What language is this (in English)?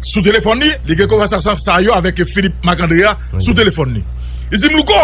Haitian Creole